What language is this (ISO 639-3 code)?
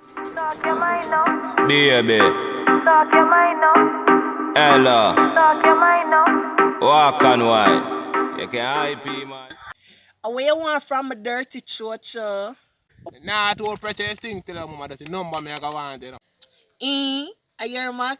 jam